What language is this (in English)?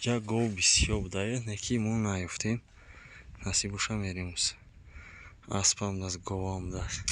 Tajik